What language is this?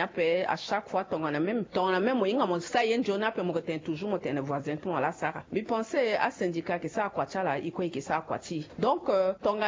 Sango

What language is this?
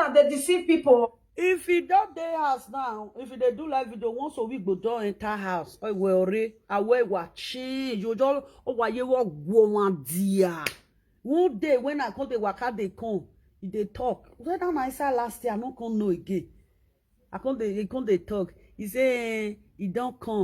Nigerian Pidgin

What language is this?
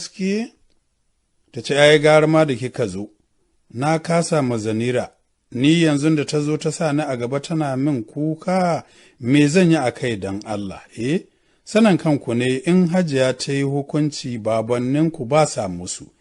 Hausa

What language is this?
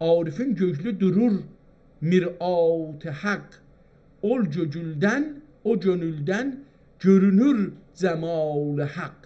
South Azerbaijani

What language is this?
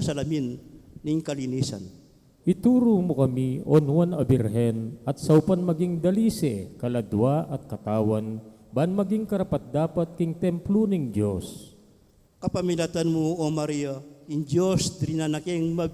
Pampanga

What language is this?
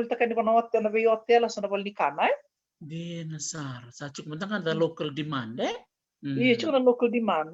Fijian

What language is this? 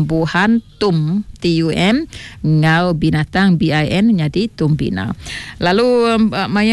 Iban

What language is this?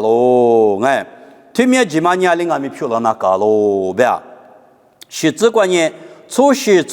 Lisu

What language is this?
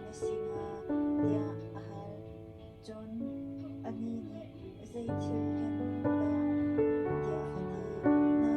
Hakha Chin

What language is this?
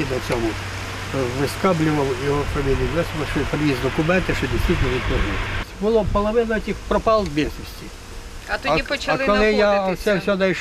Ukrainian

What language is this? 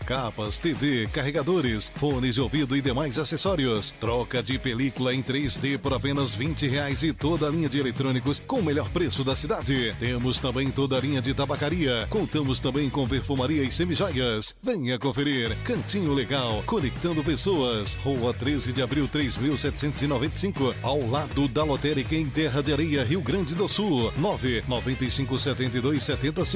Portuguese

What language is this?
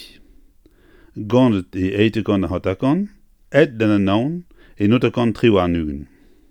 Breton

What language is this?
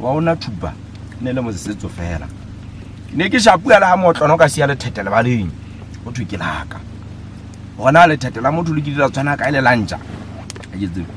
Southern Sotho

